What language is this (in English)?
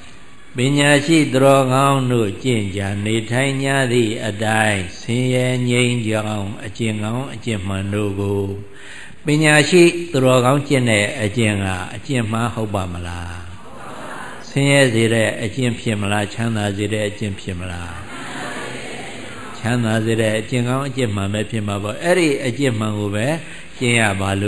Burmese